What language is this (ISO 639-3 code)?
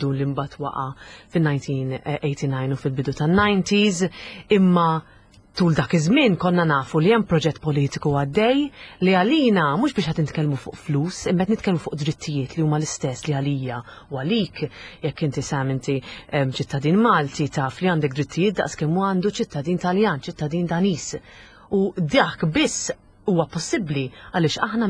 mlt